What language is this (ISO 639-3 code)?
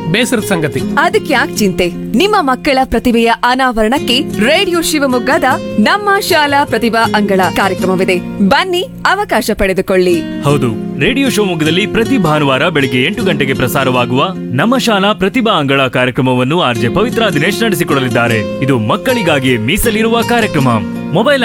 kan